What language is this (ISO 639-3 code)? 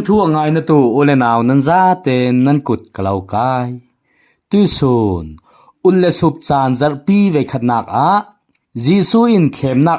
cfm